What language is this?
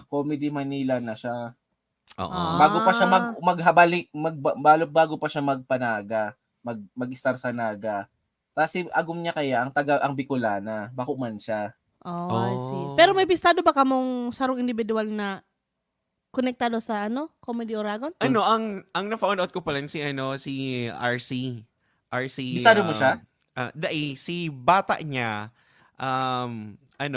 Bikol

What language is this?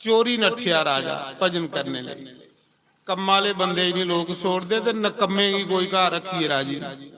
Dogri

